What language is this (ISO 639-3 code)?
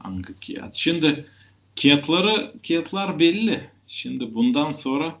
gag